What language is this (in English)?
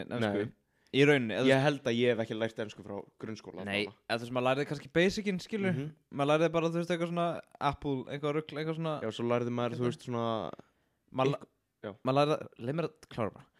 Icelandic